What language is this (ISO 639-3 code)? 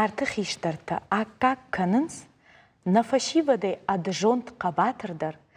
oss